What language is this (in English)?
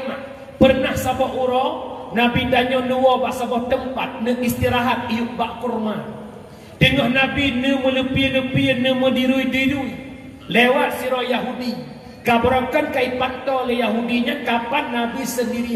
Achinese